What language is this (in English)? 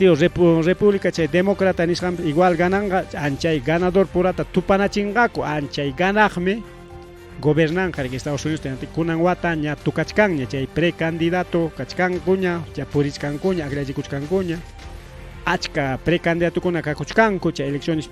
Ayacucho Quechua